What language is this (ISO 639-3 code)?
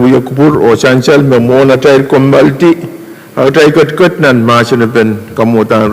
pon